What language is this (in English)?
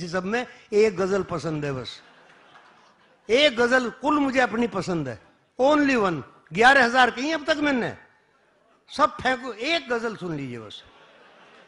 Hindi